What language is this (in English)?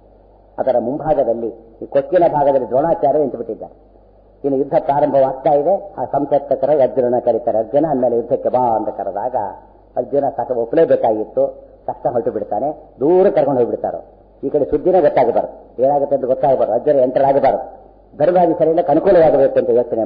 Kannada